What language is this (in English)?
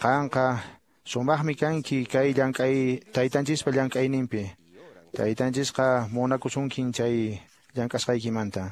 Quechua